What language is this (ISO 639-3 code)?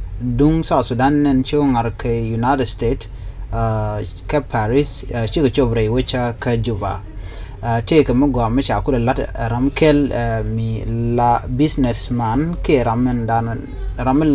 nus